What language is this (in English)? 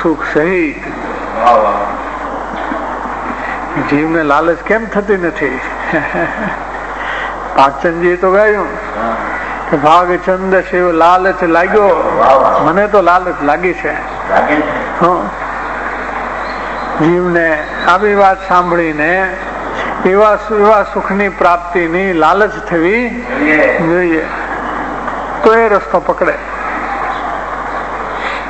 Gujarati